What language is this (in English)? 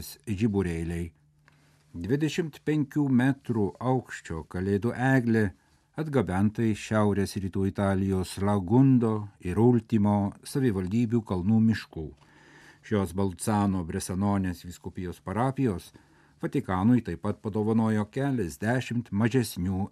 Lithuanian